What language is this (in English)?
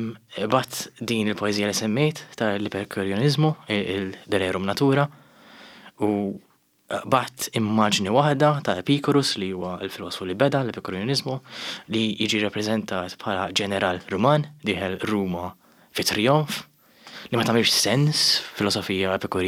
Maltese